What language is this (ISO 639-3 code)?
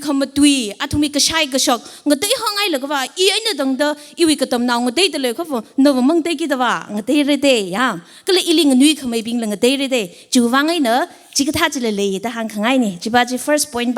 nmf